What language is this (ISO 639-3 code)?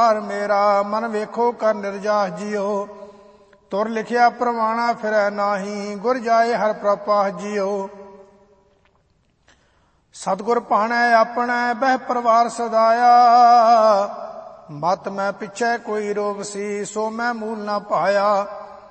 pan